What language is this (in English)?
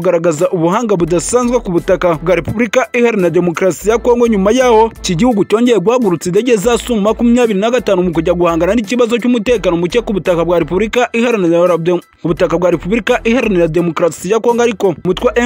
Kinyarwanda